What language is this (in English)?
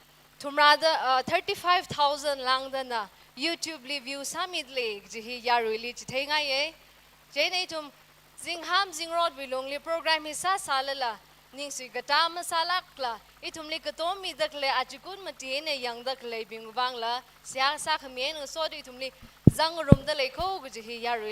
Tangkhul Naga (India)